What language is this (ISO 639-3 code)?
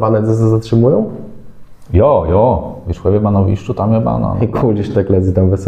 csb